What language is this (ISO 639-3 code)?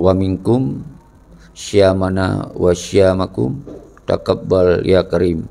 ace